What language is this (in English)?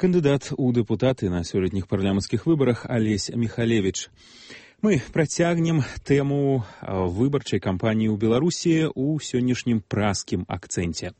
Belarusian